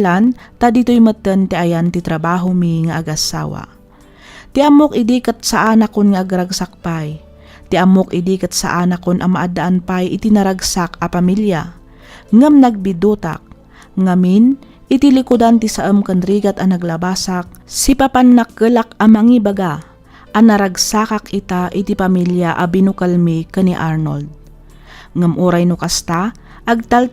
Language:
Iloko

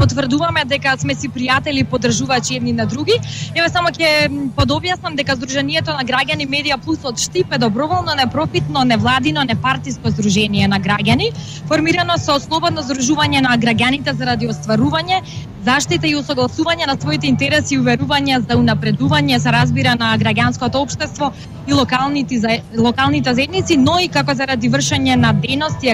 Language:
Macedonian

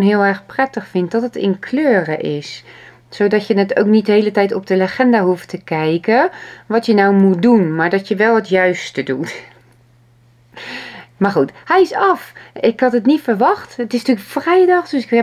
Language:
Dutch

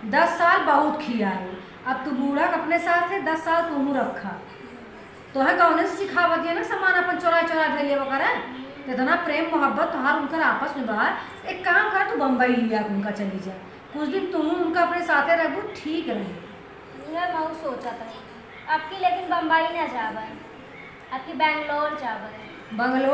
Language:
Awadhi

